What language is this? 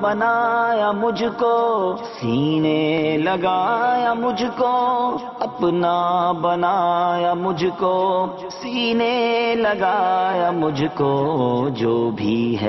Urdu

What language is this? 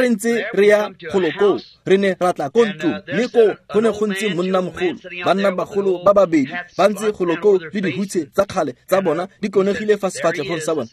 Tswana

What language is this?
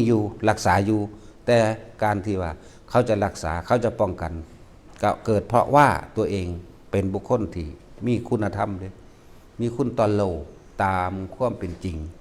Northeastern Thai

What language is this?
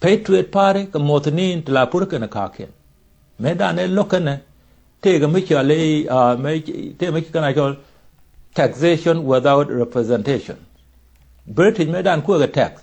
Nuer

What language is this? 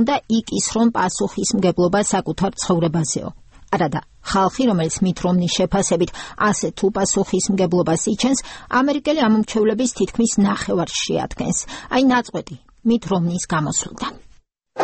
Georgian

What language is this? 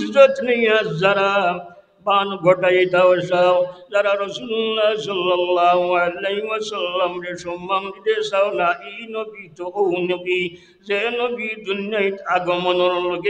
Sylheti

